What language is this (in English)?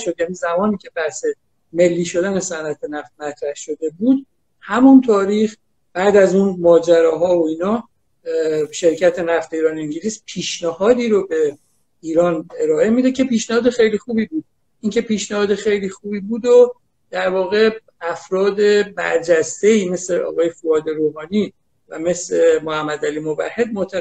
Persian